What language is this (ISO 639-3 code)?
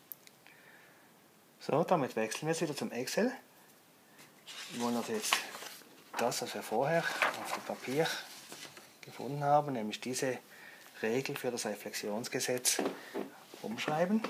deu